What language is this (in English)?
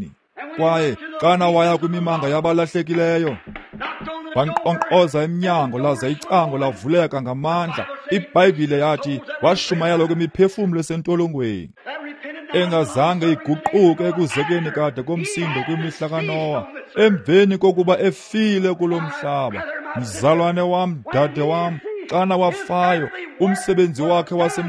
Xhosa